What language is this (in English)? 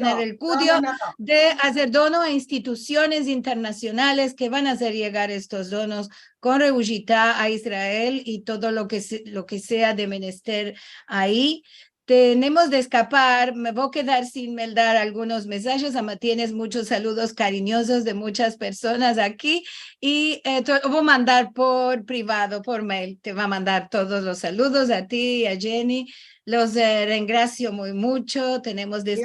Ladino